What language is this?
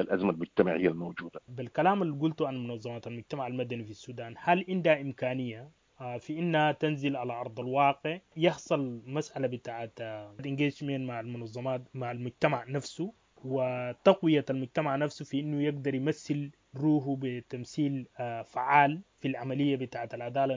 Sudanese Arabic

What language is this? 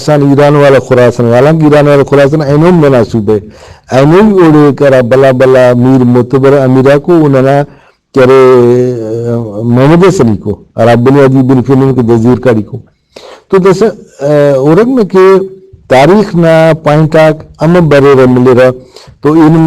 Brahui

